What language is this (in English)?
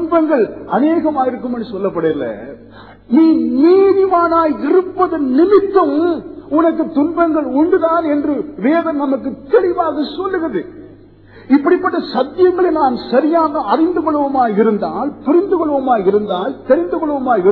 Tamil